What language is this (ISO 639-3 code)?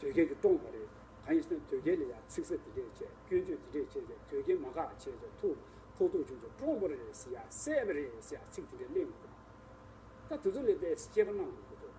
bod